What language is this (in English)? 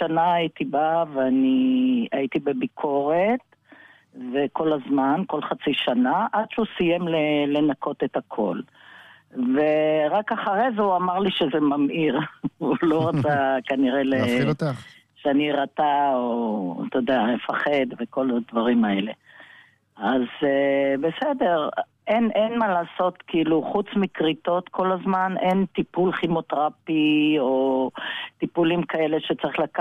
Hebrew